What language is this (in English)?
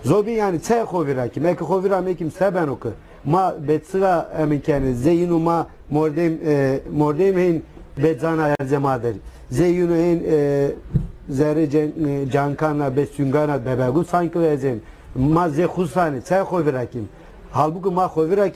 Zaza